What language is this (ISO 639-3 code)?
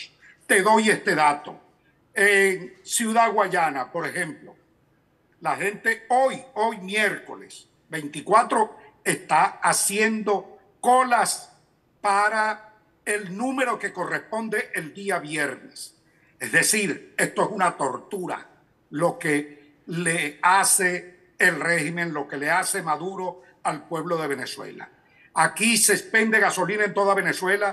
spa